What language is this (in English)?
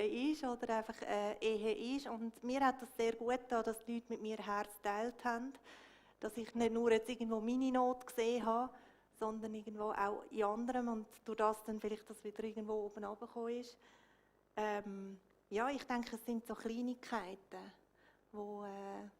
Swiss German